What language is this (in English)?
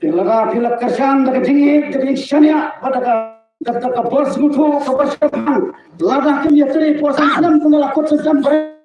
Khasi